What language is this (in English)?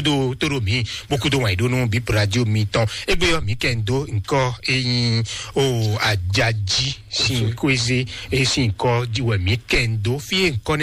Fon